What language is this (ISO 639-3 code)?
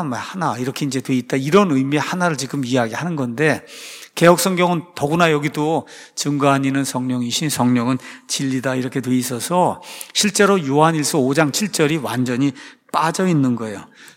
kor